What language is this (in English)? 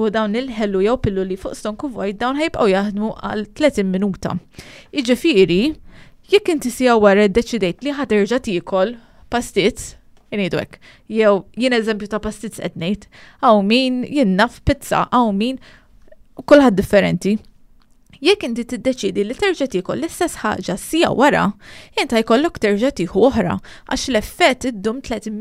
Maltese